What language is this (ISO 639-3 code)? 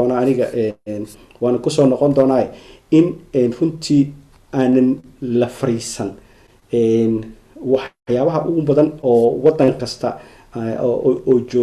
som